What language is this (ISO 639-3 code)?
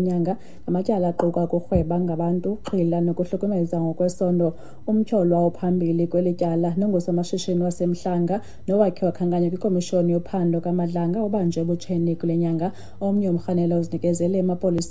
xho